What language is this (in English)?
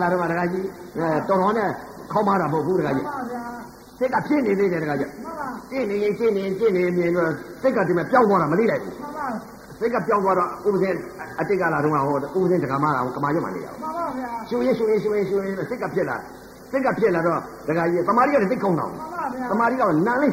Burmese